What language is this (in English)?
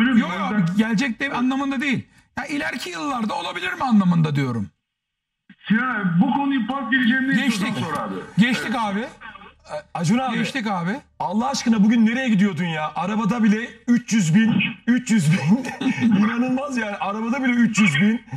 Turkish